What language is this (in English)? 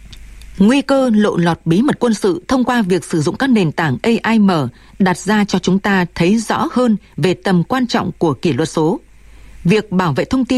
Vietnamese